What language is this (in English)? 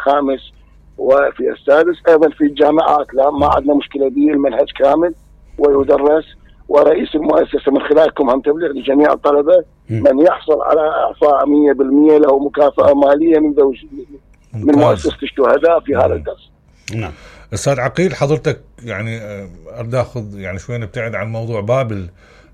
Mesopotamian Arabic